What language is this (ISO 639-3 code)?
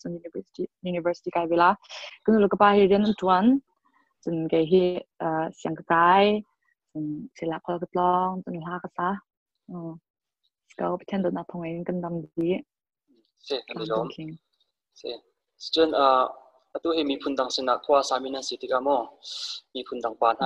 cnh